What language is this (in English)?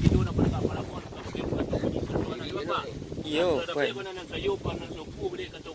Minangkabau